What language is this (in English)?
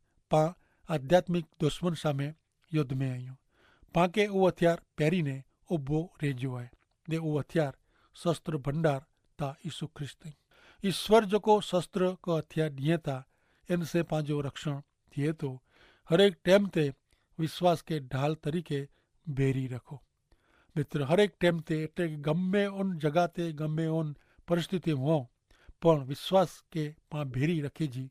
Kachhi